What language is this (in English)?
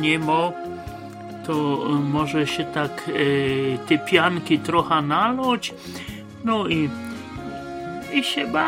Polish